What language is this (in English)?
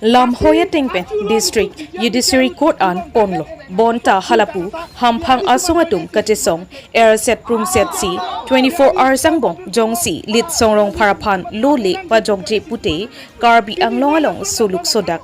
Karbi